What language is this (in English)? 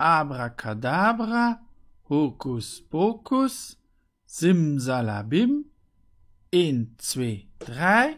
Luxembourgish